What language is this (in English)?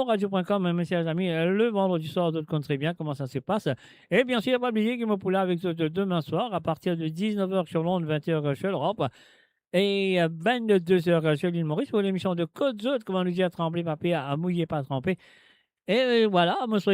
Morisyen